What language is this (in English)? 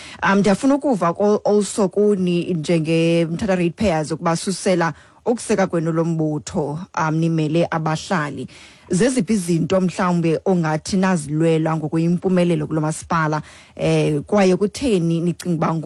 Xhosa